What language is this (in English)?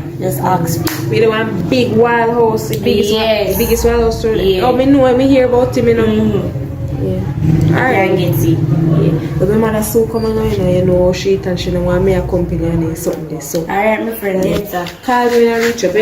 Jamaican Creole English